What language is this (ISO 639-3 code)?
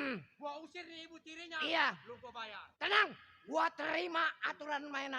bew